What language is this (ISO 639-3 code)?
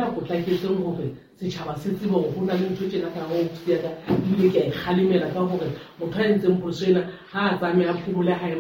sot